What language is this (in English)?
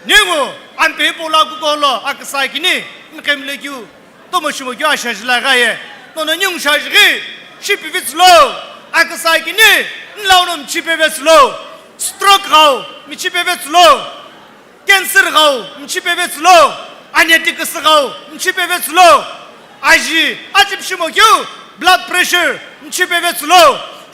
Sumi Naga